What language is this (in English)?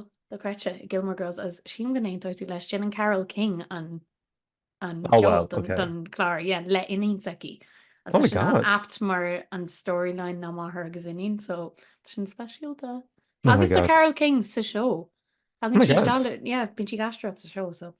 Irish